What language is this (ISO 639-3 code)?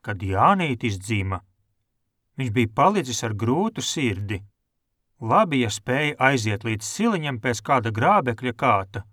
lav